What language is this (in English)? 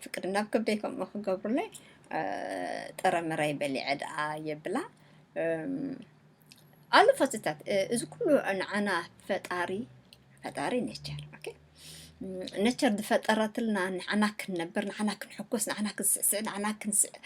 Tigrinya